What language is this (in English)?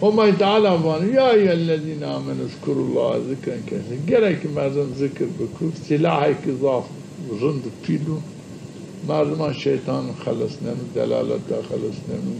Zaza